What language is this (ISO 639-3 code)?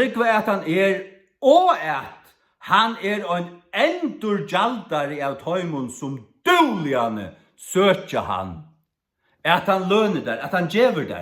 fao